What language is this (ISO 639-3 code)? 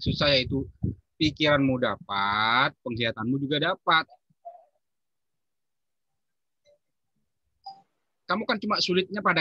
ind